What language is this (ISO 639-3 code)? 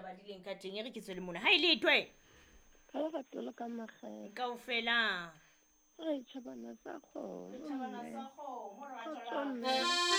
sot